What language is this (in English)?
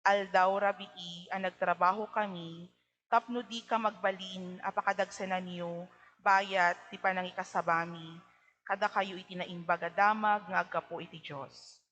Iloko